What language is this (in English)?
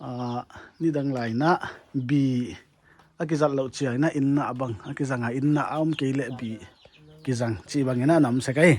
Paite Chin